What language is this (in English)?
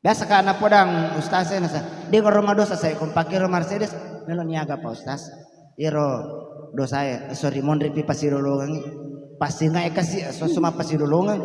Buginese